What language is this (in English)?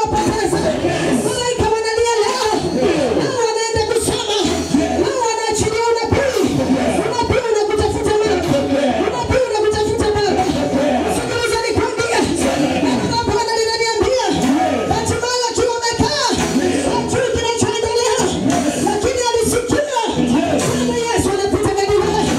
Swahili